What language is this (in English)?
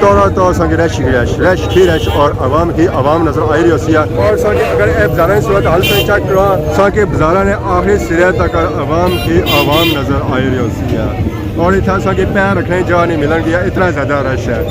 Pahari-Potwari